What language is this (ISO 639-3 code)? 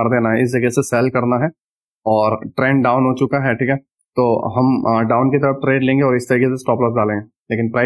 hin